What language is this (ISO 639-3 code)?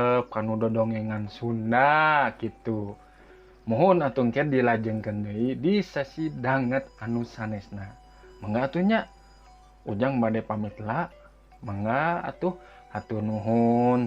sun